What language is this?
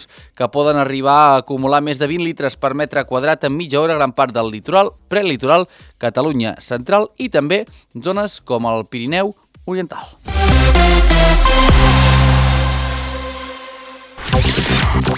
Catalan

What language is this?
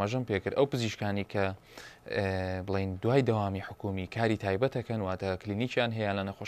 Central Kurdish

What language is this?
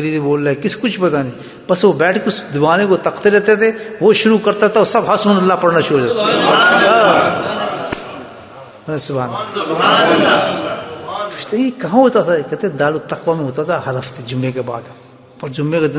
Urdu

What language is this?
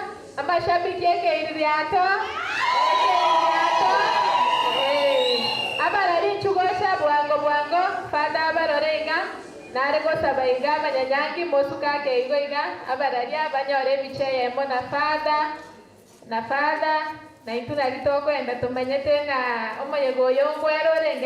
Gusii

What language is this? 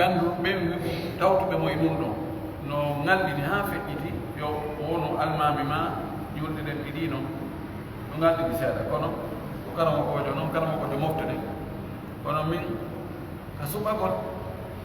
Pular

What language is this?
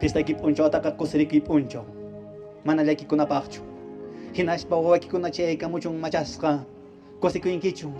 Quechua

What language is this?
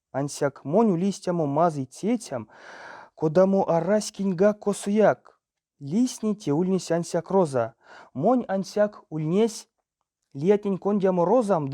Erzya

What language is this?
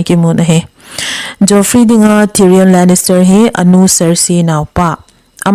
Thado Chin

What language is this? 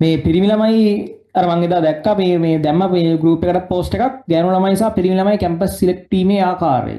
Sinhala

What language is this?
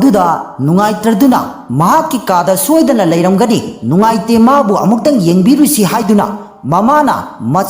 Manipuri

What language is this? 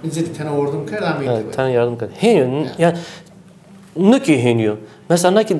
Zaza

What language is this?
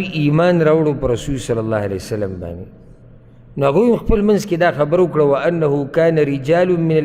Pashto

